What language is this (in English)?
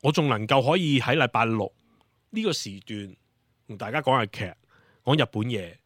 Cantonese